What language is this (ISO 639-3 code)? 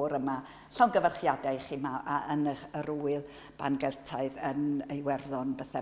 cym